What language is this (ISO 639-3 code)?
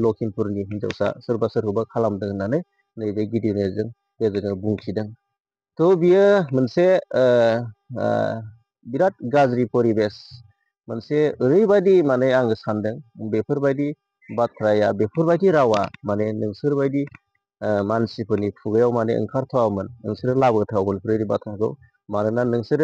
brx